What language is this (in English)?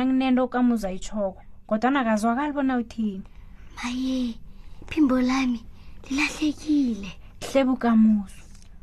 South Ndebele